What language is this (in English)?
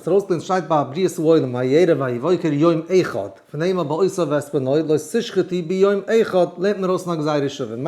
Yiddish